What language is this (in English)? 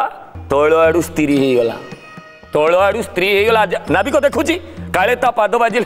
Odia